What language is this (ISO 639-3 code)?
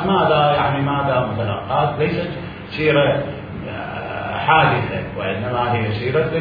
acm